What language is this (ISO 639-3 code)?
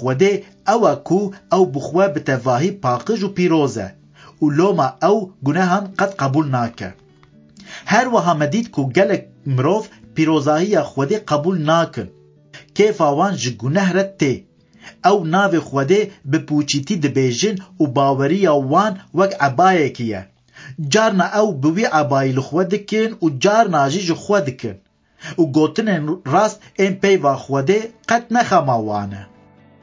kur